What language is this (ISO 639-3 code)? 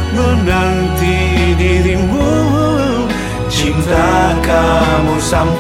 ind